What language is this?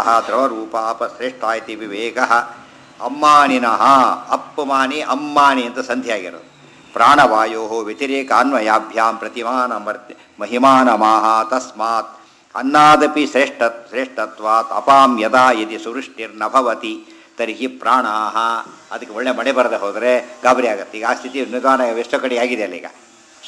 Kannada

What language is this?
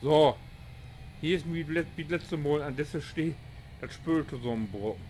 Low German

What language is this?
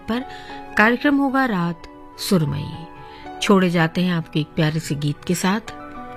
Hindi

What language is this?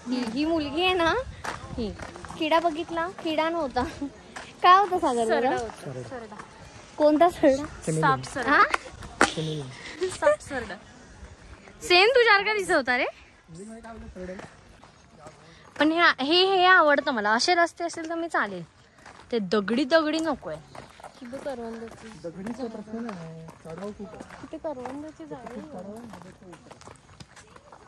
Marathi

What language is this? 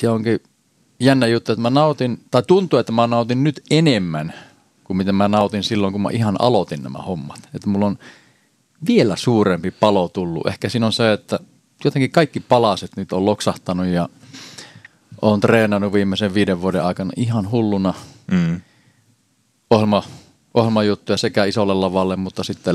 Finnish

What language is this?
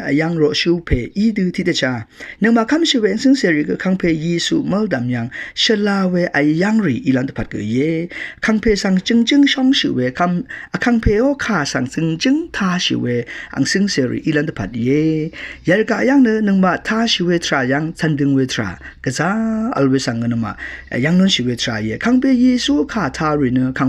Rawang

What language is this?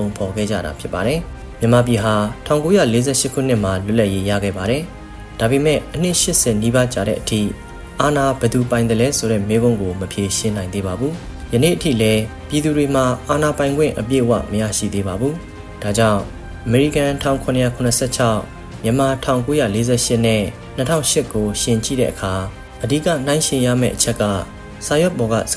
Burmese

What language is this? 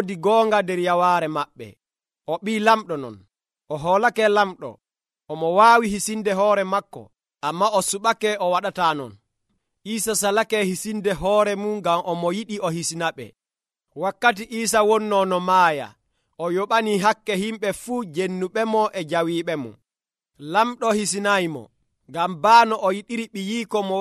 Nigerian Fulfulde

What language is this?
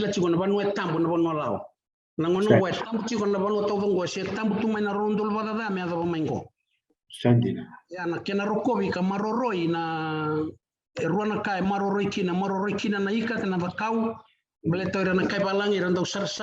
Fijian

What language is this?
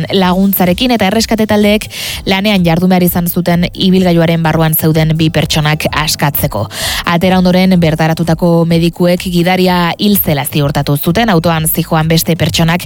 Basque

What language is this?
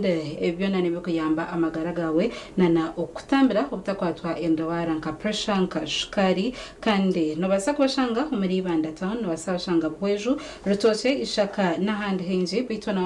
Nyankole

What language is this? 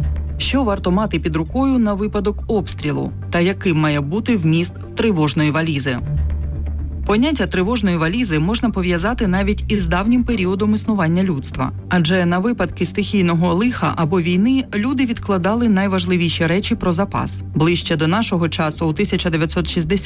Ukrainian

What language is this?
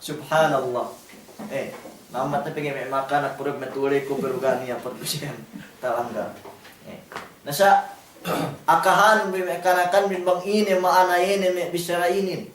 Yakan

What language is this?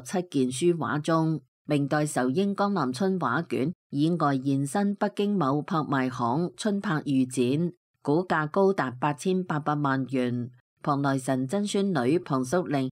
Cantonese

